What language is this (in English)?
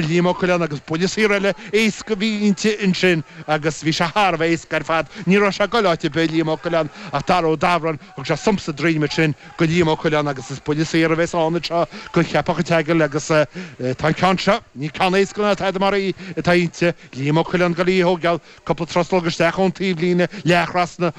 Irish